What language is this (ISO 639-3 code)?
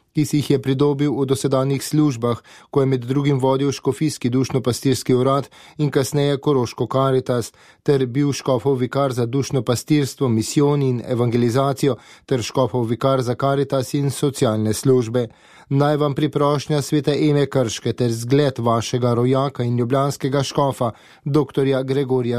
slv